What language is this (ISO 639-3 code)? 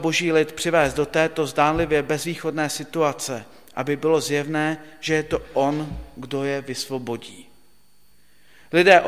ces